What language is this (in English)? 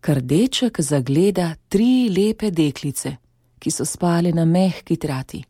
Slovenian